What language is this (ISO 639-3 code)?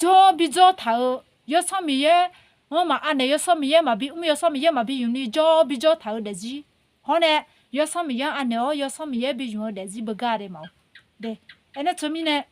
ahk